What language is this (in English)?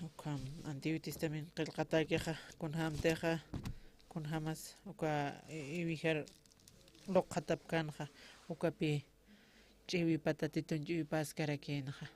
Aymara